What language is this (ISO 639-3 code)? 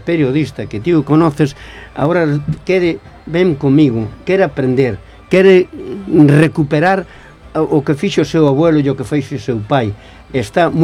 glg